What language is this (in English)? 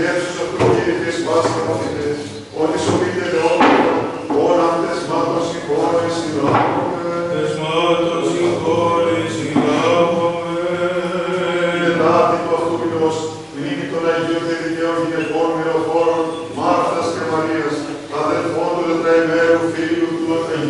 Greek